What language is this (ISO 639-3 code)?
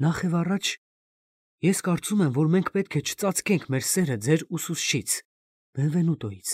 hye